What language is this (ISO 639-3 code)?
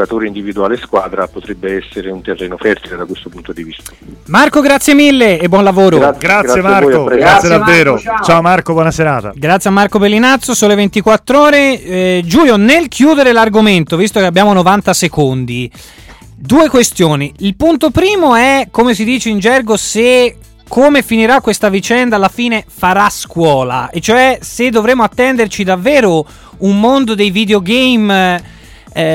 ita